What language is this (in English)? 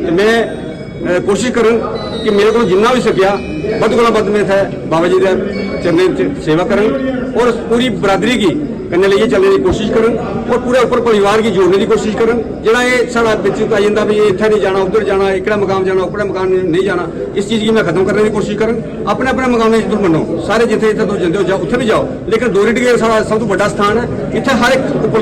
Dogri